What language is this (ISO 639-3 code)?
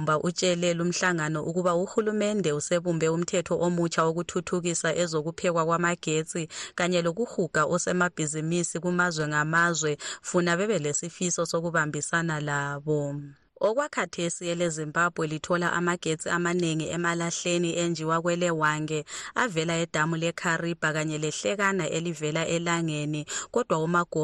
nde